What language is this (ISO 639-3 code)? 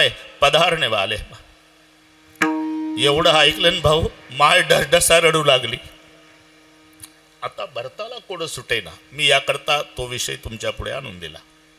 mar